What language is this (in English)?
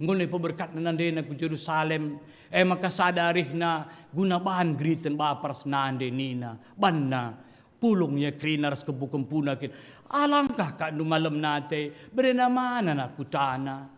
Batak Karo